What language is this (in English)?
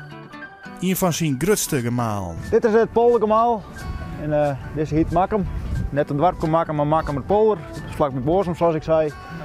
Western Frisian